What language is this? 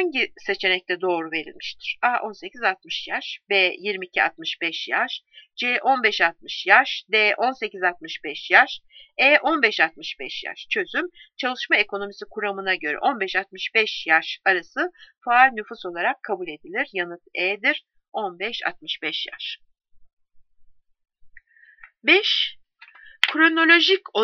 Turkish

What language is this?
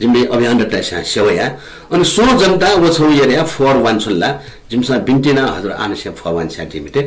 Newari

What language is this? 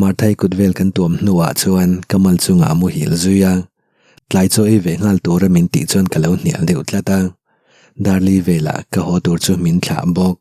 Mizo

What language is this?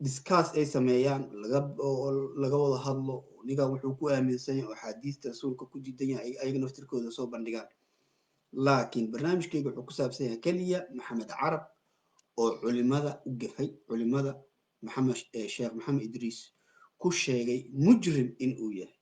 Somali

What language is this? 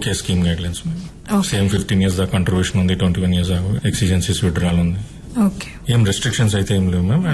Telugu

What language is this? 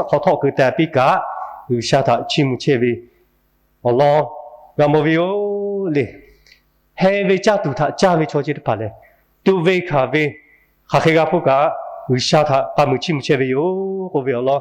Lahu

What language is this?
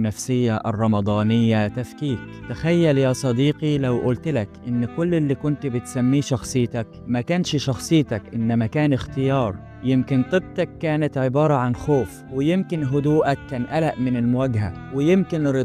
Egyptian Arabic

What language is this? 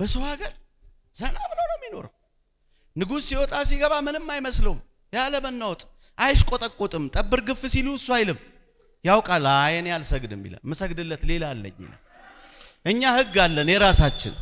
Amharic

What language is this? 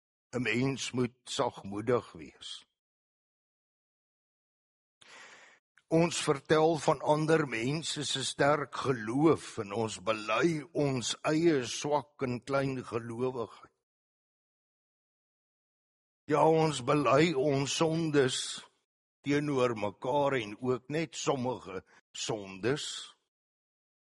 Afrikaans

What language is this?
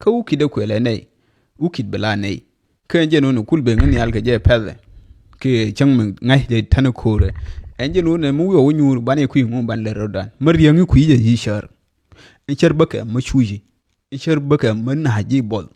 Nuer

